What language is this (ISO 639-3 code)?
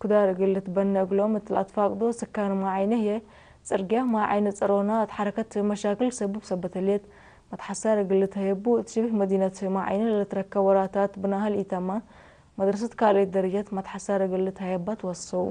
tig